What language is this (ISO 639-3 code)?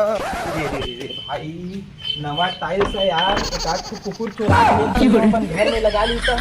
hne